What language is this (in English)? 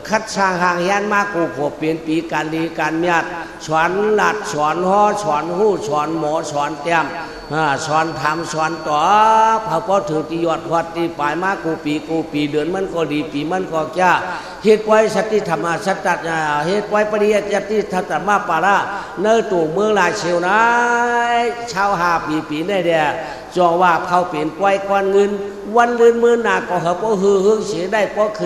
Shan